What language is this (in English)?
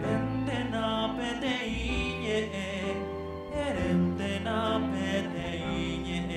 Guarani